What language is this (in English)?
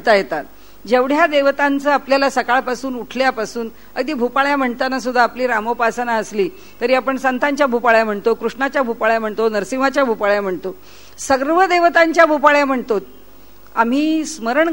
Marathi